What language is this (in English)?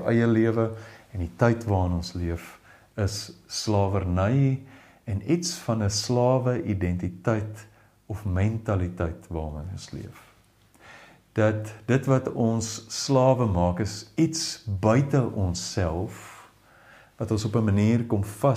Afrikaans